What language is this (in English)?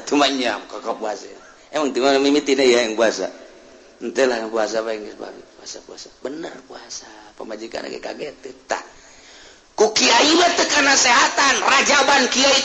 Sundanese